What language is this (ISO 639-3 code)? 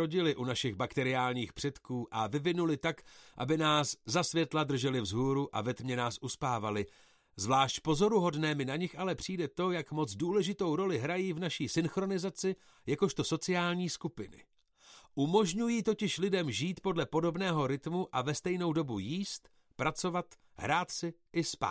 ces